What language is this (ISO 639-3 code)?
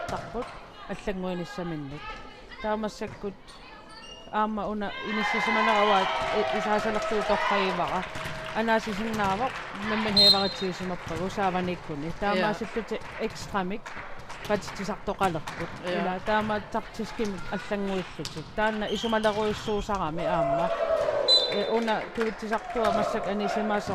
kal